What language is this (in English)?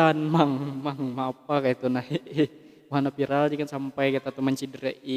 Banjar